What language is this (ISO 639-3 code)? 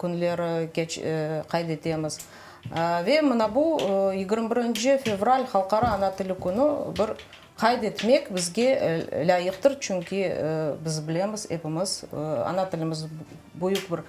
crh